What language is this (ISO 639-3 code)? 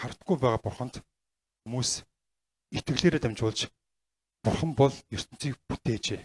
mon